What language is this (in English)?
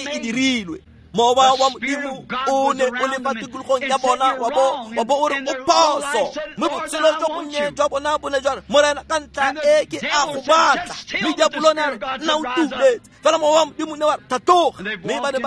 Tswana